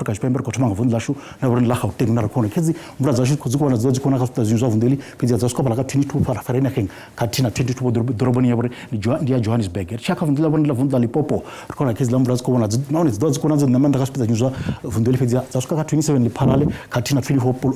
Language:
Venda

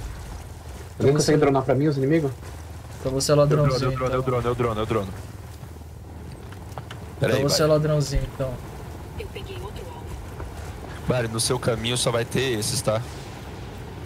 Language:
Portuguese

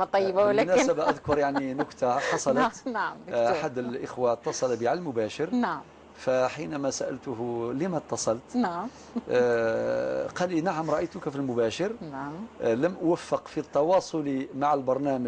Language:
Algerian Arabic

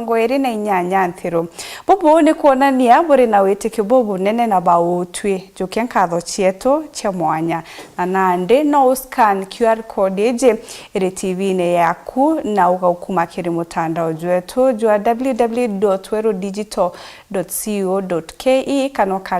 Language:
Meru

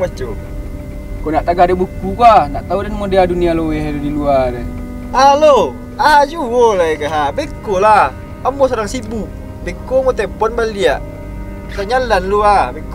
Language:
Minangkabau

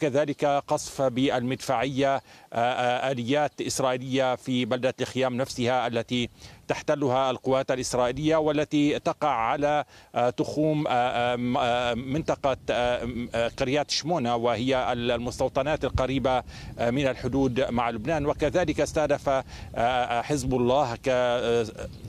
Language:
Arabic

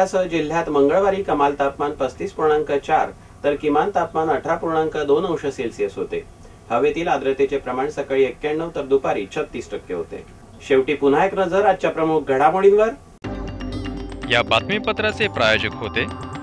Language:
Marathi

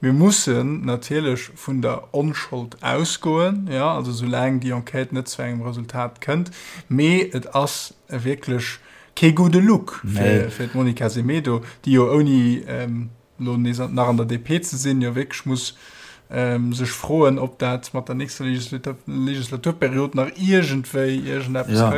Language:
Luxembourgish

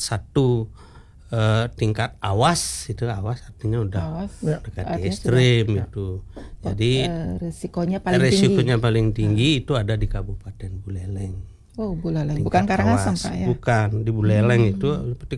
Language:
Indonesian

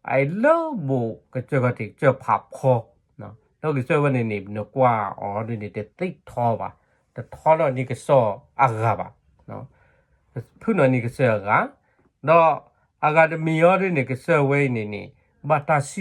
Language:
S'gaw Karen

